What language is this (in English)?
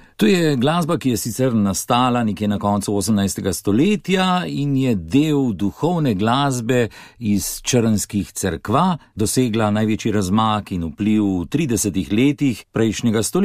Slovenian